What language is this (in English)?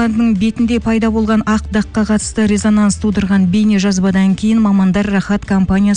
Kazakh